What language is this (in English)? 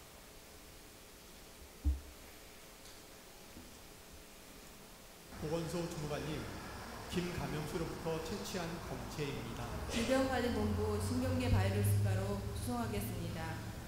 Korean